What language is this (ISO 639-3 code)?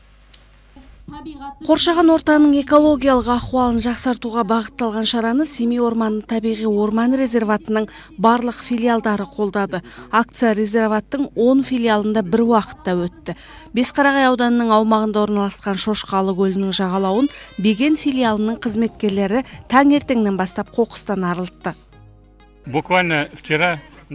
kaz